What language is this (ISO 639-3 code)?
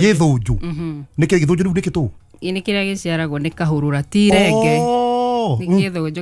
kik